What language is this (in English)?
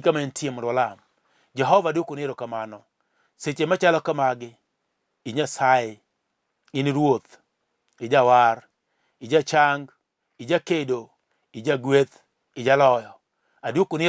Luo (Kenya and Tanzania)